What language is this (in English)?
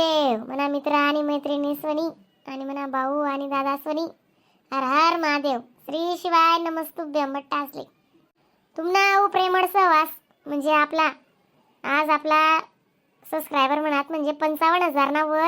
Khandesi